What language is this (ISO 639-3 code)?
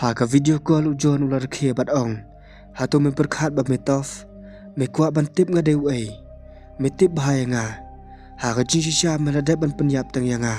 kha